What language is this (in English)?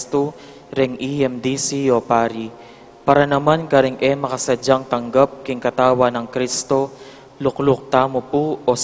Pampanga